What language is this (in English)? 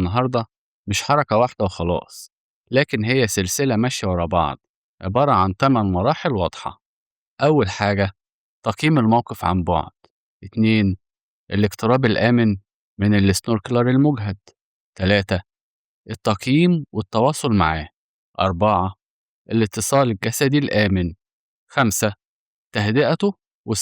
Egyptian Arabic